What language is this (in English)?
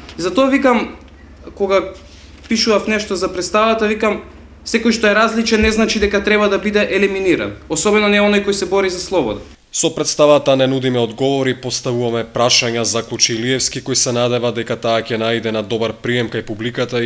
Macedonian